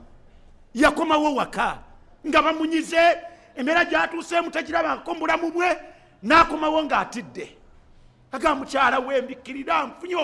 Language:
Ganda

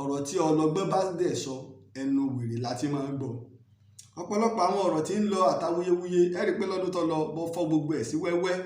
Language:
Yoruba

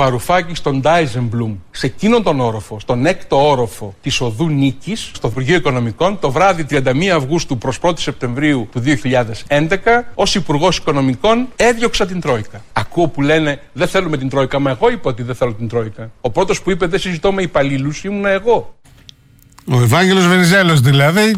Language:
Greek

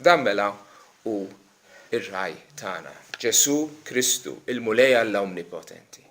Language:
Maltese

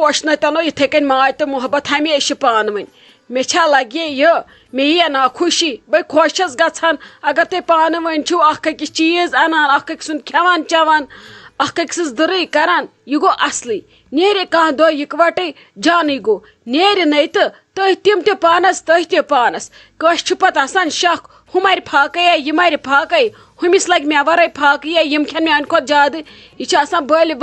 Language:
Kashmiri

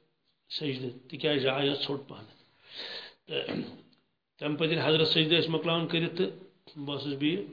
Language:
Kashmiri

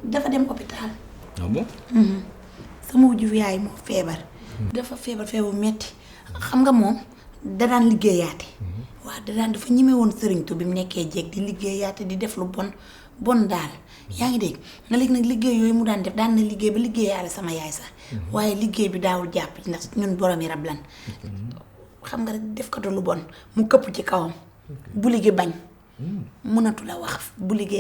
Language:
Wolof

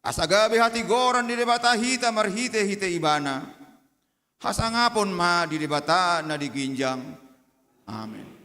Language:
Batak Toba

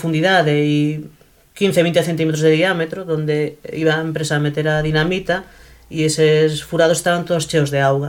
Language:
Galician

